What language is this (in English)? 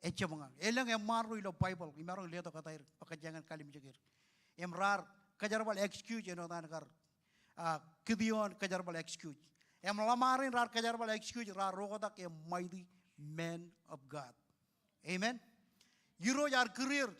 Marshallese